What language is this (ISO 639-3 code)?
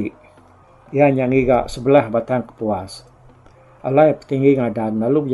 iba